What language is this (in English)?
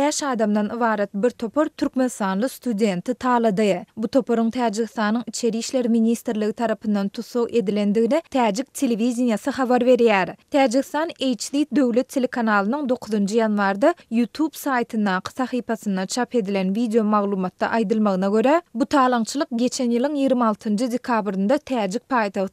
Turkmen